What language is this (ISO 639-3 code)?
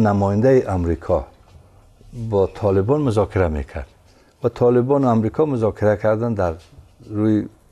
fas